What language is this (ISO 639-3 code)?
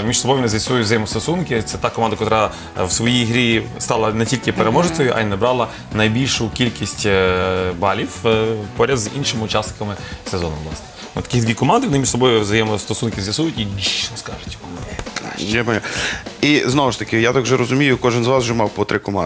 ukr